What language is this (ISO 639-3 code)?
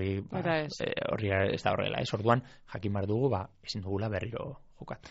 eus